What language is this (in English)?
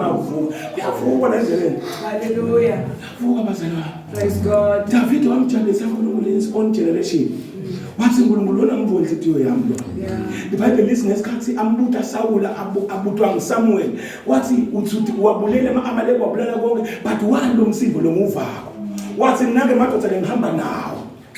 Zulu